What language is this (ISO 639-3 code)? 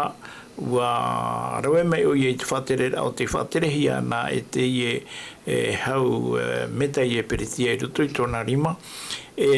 tah